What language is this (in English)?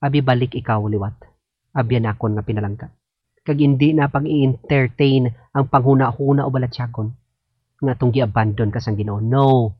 Hiligaynon